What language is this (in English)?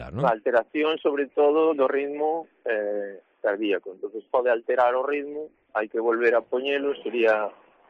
Galician